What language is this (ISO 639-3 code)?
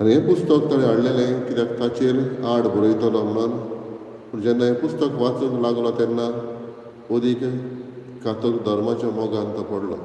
kok